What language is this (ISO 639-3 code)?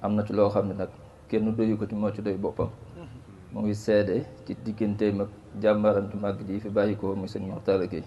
wol